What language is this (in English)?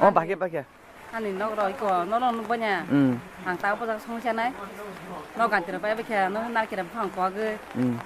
Kok Borok